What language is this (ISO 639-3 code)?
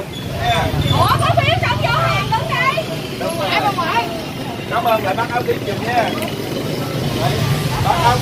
vie